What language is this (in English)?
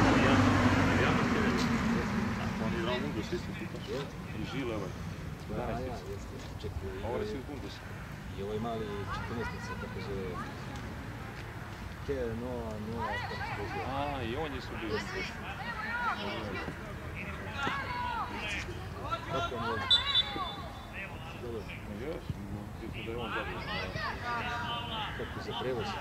Croatian